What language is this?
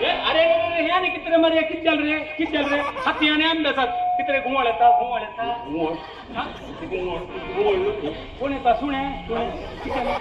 Konkani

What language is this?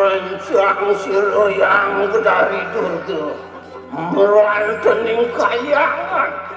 Balinese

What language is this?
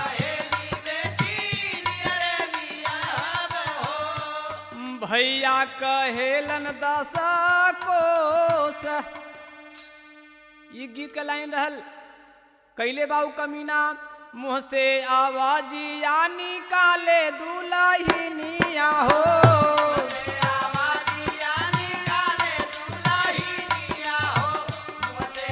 Bhojpuri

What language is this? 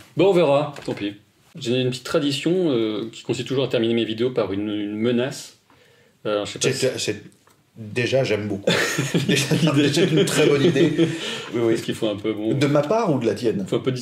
French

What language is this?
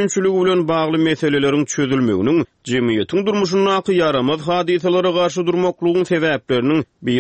Turkmen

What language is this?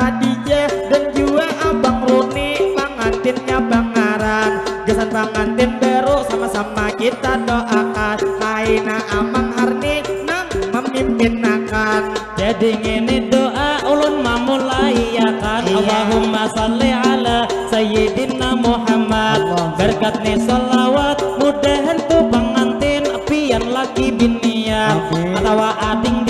Banjar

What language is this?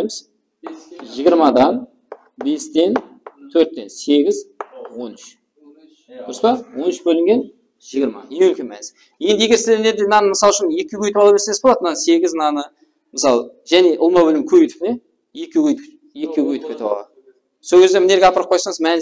Kara-Kalpak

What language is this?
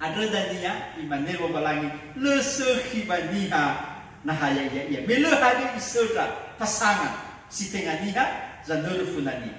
Nias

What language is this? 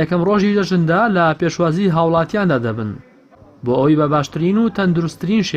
Central Kurdish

